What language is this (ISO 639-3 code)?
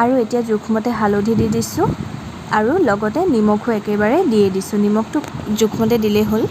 asm